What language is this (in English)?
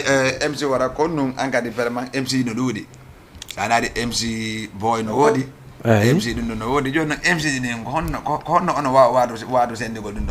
Fula